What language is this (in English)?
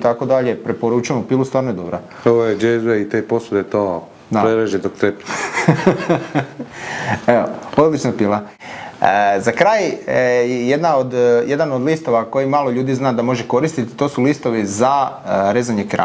Croatian